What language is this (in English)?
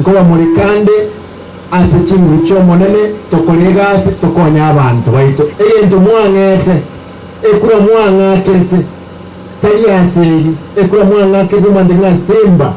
Gusii